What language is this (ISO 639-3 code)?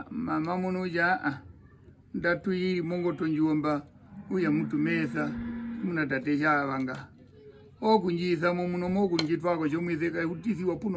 her